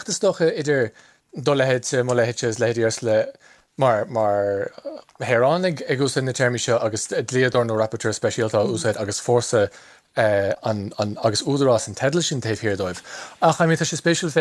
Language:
Irish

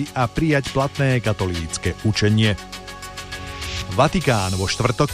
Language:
Slovak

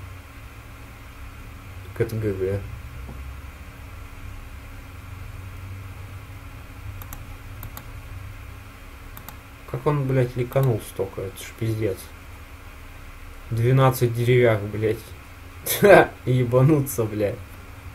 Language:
Russian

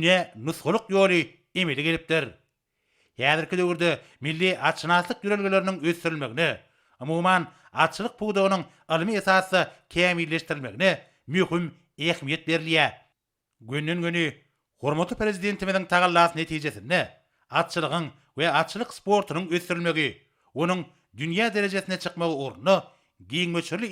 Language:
Turkmen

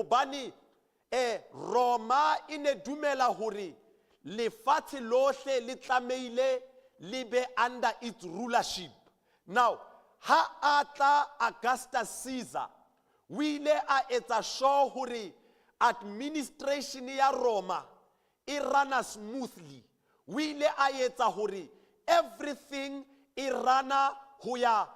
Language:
Southern Sotho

